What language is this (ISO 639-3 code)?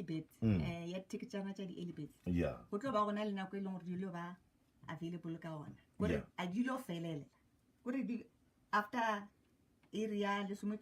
nso